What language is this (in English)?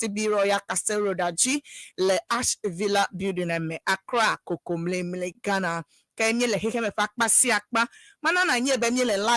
Ewe